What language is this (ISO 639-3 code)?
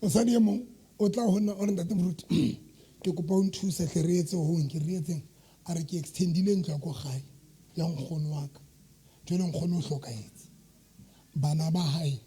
sot